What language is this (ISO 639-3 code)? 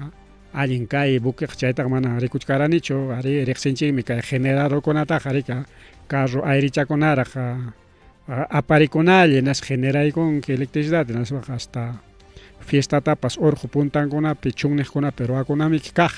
quy